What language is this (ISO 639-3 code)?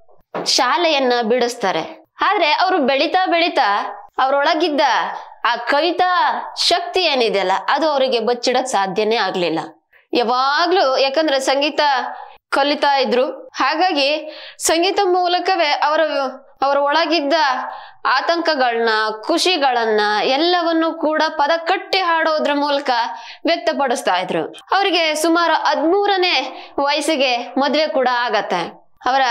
kan